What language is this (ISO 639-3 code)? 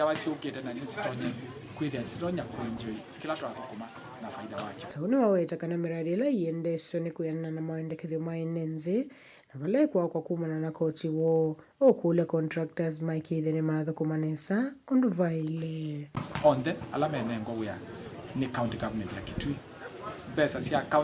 kam